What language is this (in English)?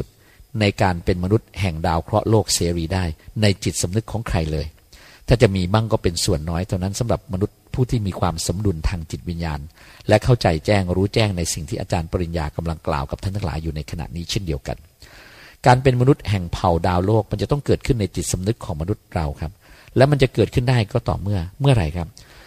Thai